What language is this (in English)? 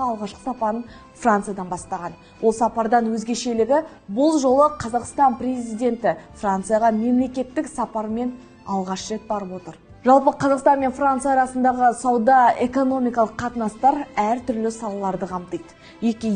Kazakh